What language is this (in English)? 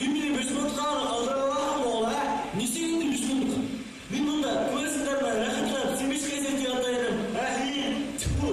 Bashkir